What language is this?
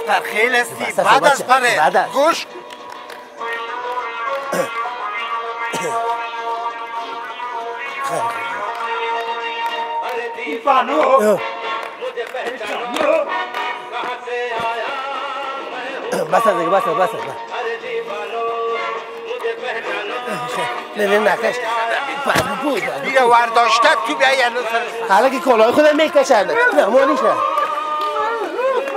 Persian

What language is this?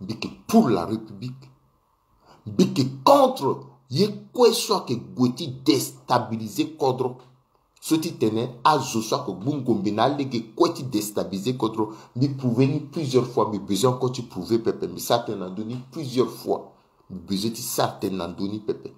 Sango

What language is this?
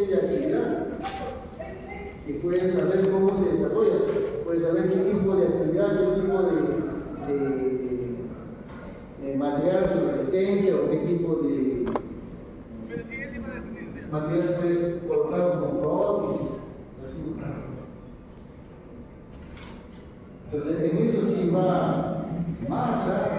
Spanish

